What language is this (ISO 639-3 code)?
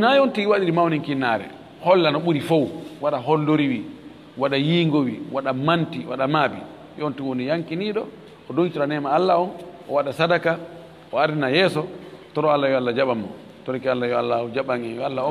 ful